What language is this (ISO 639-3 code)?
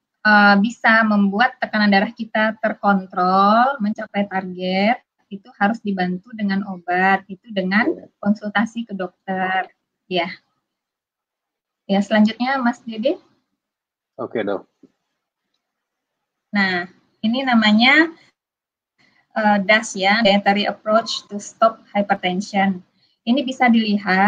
ind